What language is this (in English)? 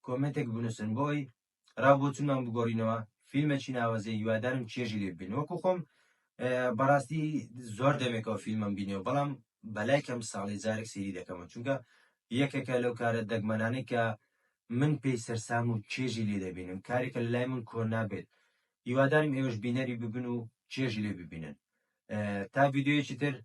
Central Kurdish